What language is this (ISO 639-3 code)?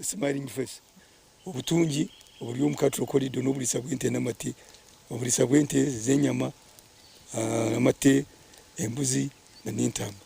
nyn